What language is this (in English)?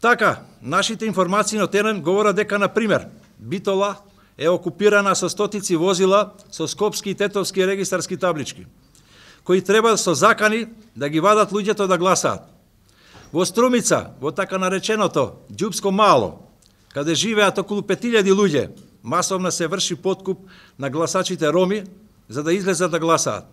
Macedonian